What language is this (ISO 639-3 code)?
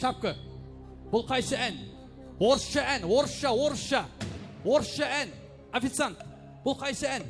kaa